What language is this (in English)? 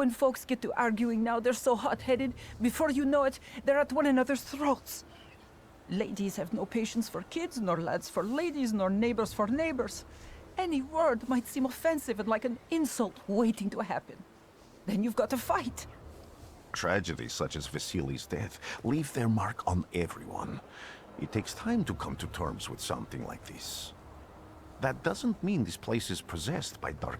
Bavarian